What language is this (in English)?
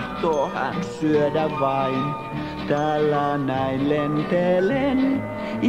Finnish